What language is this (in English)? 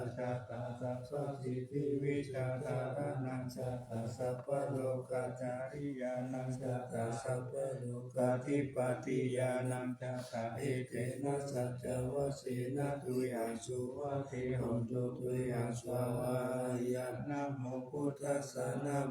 Pali